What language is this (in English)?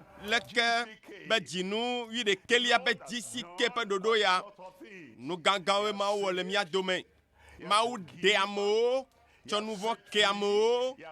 Ewe